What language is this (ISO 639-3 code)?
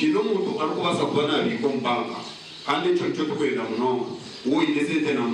nyn